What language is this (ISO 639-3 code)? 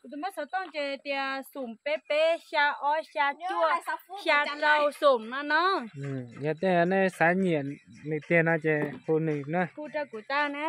hmn